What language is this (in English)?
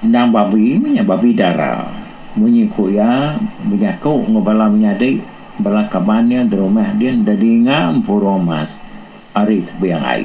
Iban